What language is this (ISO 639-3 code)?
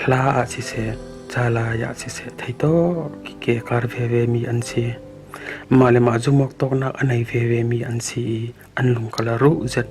cfm